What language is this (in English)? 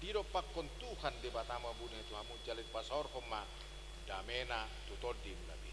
Batak Toba